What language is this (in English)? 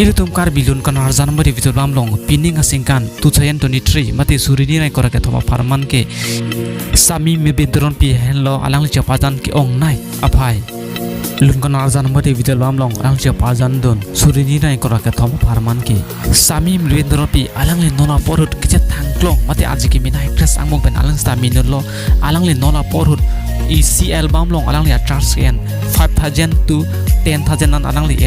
Karbi